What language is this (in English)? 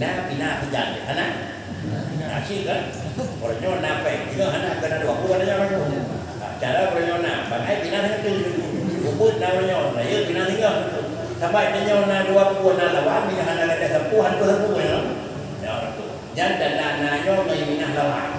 Achinese